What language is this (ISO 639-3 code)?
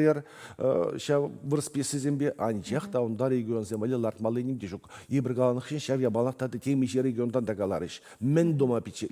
chv